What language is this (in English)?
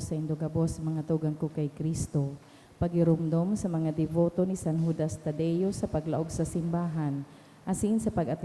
Bikol